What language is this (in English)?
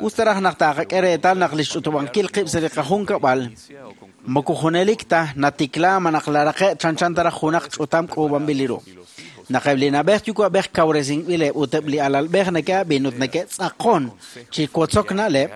Kekchí